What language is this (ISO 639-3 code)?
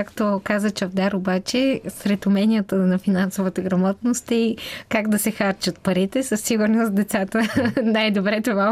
bul